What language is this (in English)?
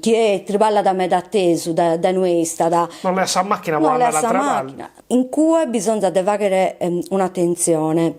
Sardinian